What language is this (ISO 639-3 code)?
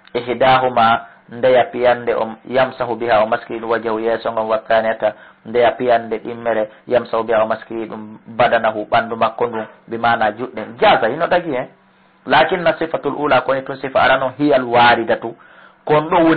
ful